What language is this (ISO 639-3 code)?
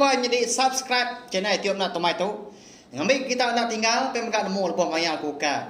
iba